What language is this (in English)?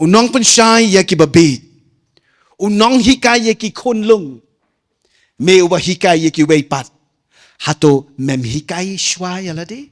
Khasi